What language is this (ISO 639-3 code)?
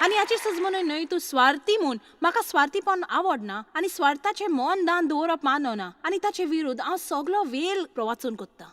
kok